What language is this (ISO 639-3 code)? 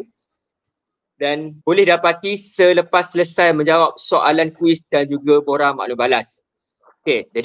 msa